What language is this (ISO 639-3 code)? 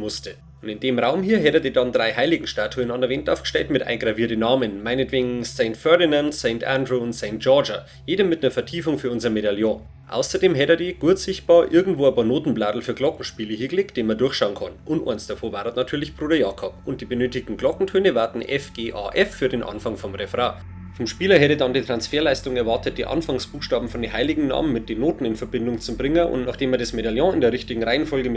bar